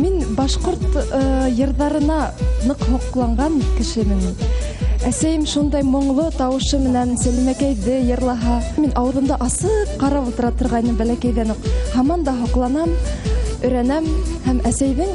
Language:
Bashkir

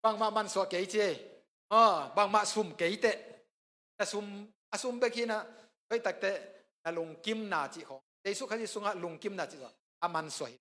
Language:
Tedim Chin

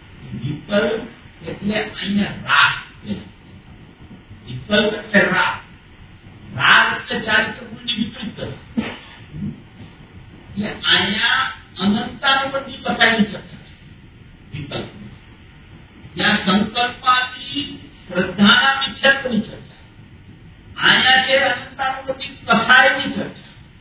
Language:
Gujarati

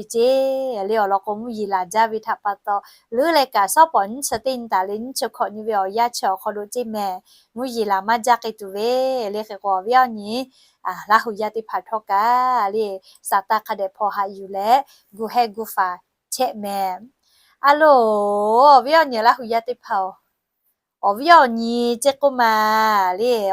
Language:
Lahu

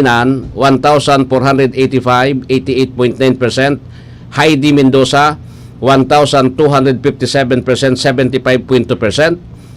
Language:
Bikol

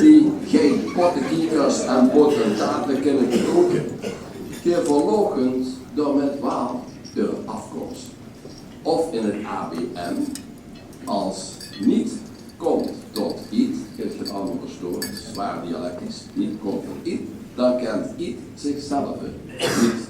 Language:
Limburgish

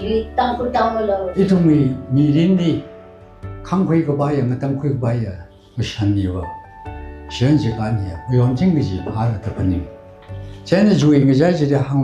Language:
Tangkhul Naga (India)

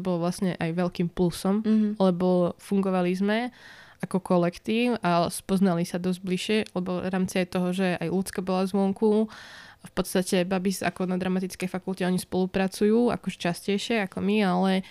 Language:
Slovak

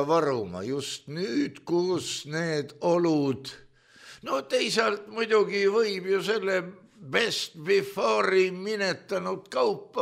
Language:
Estonian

